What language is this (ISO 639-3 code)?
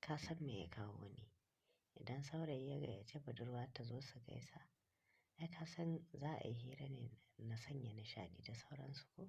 hau